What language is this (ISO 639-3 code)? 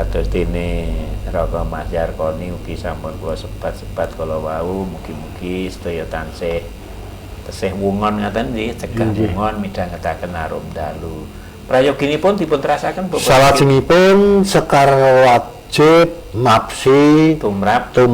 jav